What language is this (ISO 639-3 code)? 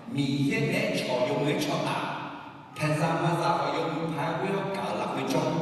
ahk